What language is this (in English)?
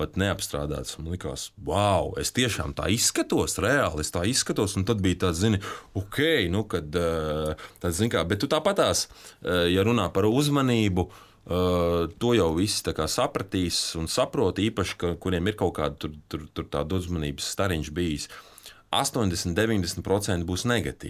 Latvian